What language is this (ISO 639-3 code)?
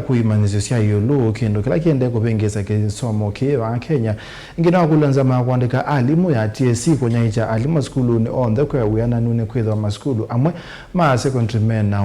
kam